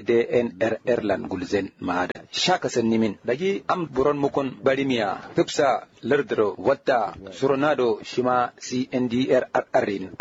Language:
Kanuri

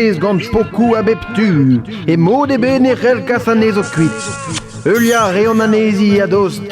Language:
Breton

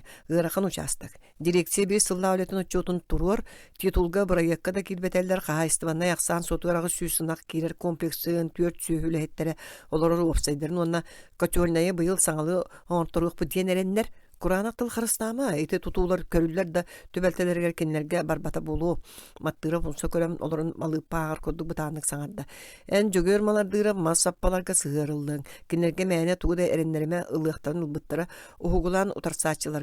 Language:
Yakut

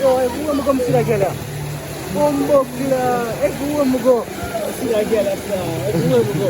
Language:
Jamaican Creole English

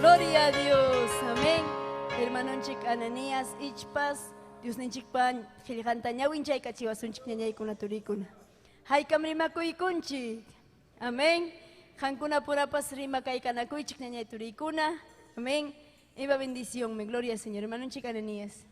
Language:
Ayacucho Quechua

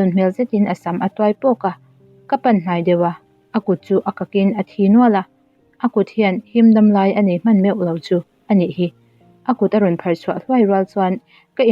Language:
Mizo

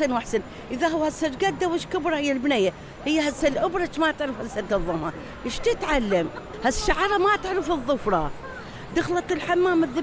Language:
Mesopotamian Arabic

